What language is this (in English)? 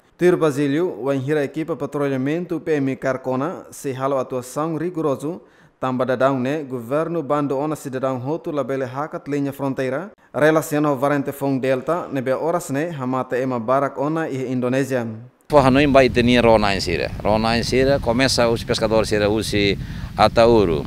Tetum